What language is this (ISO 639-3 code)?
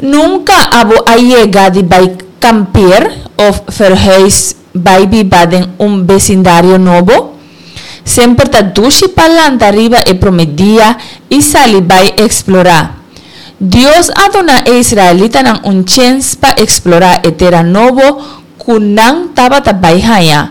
pap